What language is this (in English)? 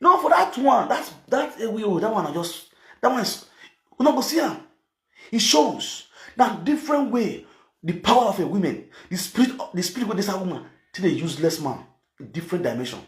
Nigerian Pidgin